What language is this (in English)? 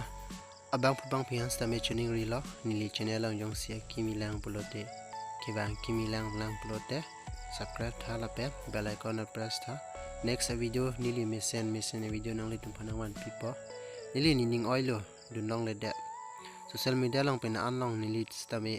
Karbi